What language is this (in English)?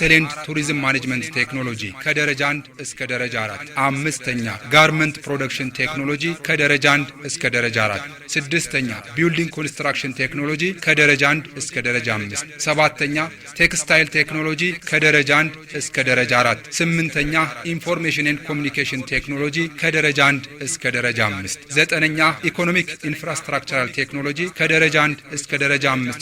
Amharic